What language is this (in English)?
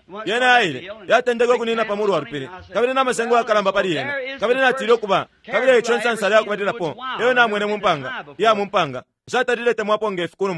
Bemba